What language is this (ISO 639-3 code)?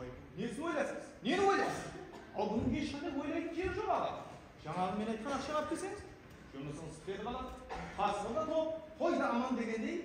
kaa